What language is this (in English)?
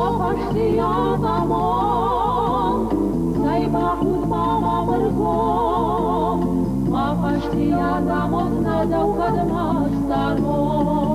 Ossetic